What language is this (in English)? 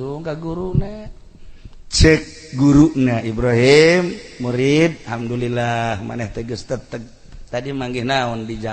Sundanese